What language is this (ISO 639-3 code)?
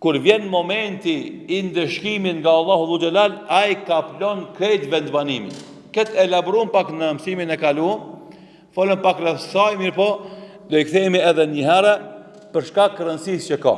sqi